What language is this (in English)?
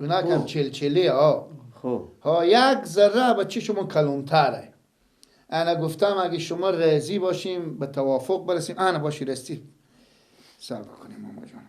Persian